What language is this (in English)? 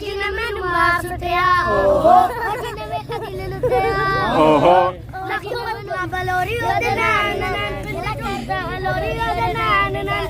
Pahari-Potwari